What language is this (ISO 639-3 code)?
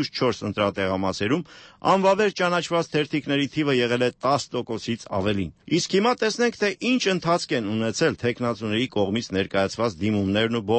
hye